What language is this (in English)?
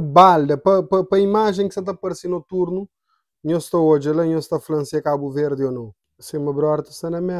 Kabuverdianu